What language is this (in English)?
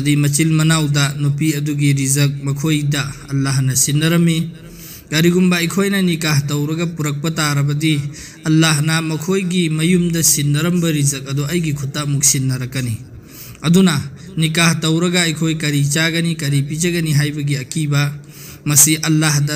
Manipuri